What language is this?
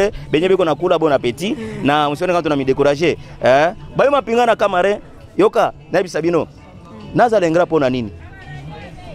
Swahili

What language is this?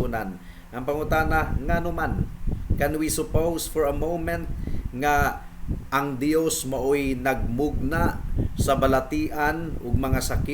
Cebuano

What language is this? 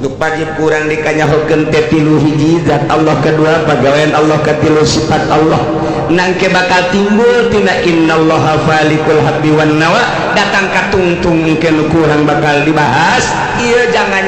Sundanese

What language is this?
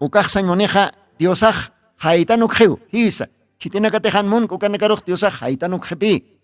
Aymara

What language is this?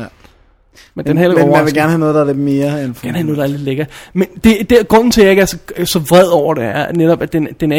Danish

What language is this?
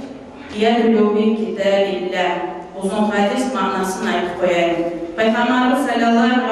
Kumyk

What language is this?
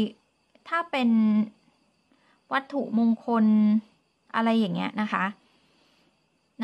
Thai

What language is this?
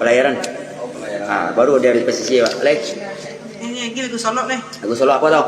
Minangkabau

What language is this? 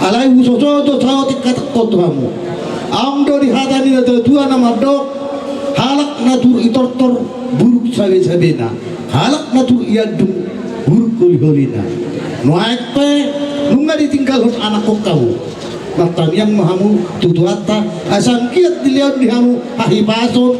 Batak Toba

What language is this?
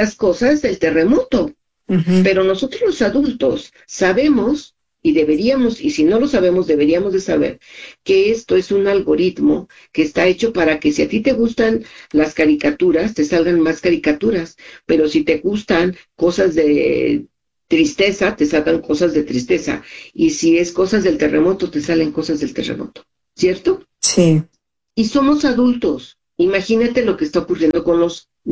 Spanish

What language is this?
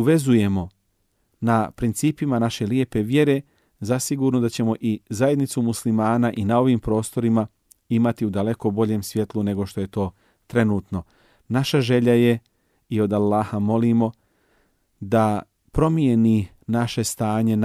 Bosnian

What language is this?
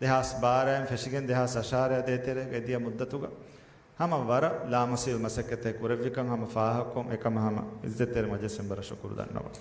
Divehi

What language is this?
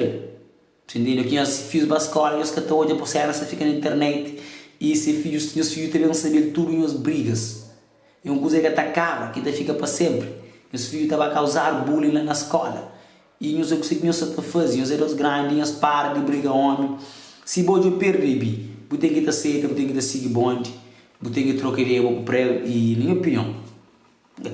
Kabuverdianu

